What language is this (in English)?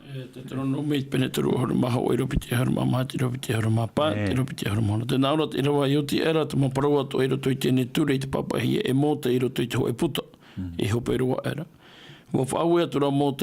Tahitian